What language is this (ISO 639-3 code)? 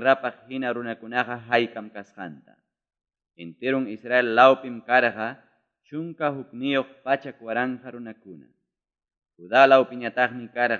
quy